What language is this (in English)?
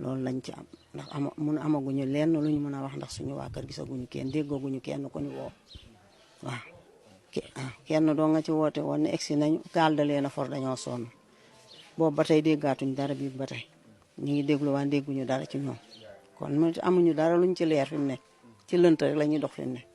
Wolof